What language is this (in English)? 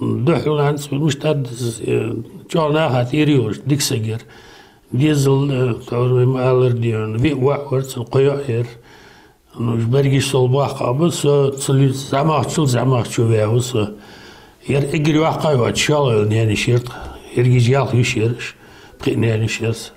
Ingush